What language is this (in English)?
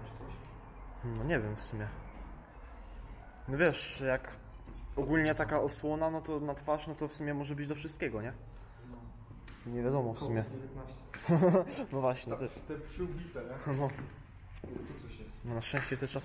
Polish